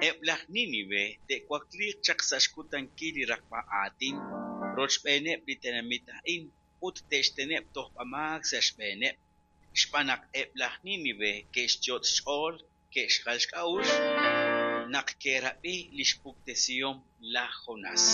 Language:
Kekchí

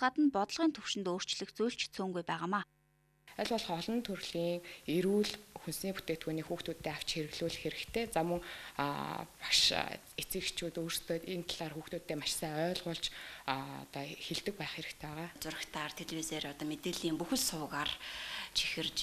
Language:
Mongolian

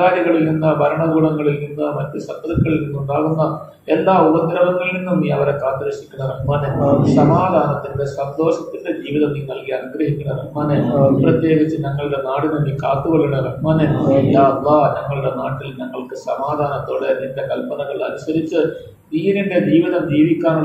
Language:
Malayalam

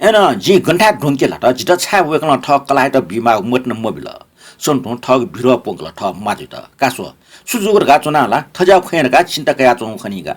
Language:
Newari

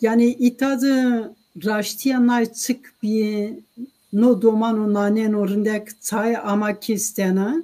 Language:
Zaza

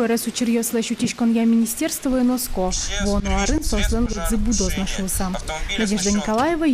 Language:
Udmurt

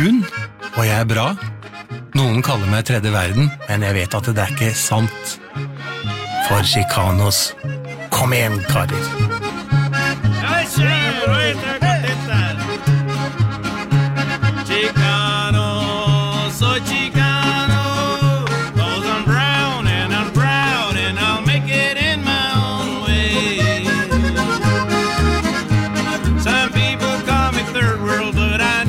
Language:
Norwegian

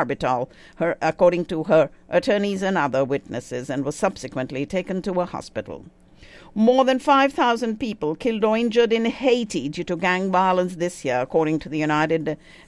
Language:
English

